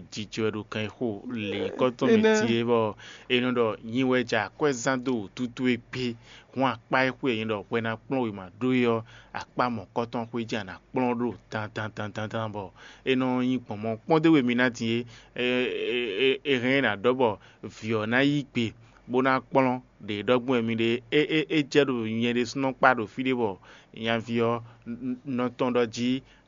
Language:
Fon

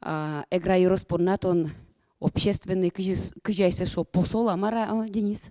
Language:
Udmurt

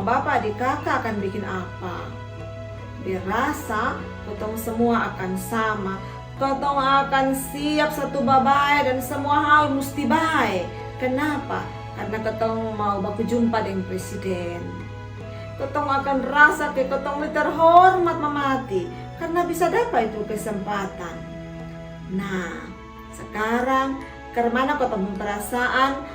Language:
Kupang Malay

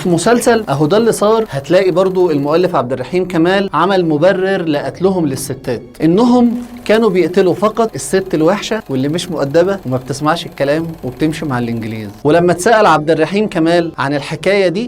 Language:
Egyptian Arabic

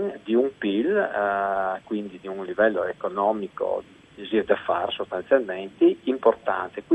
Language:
Friulian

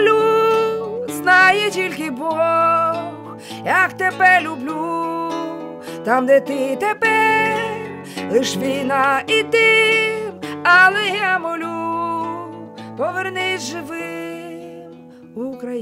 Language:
Ukrainian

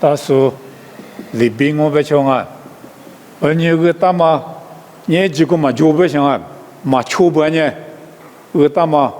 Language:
Lisu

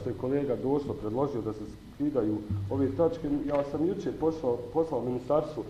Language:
Bosnian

